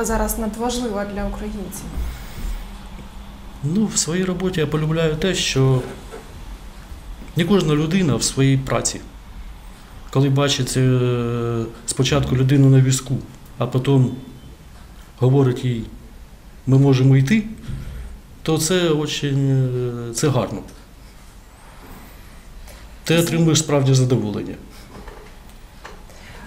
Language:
Ukrainian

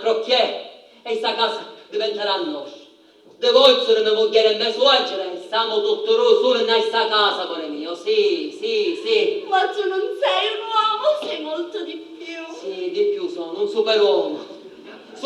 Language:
Sicilian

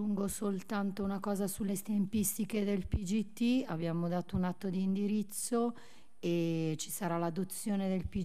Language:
Italian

